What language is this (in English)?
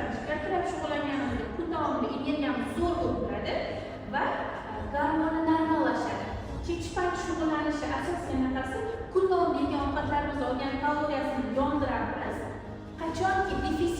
Uzbek